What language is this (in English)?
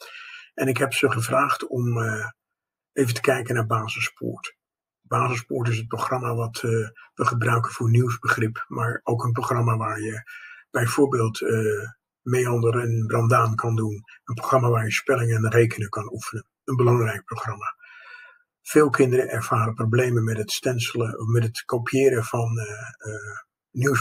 Dutch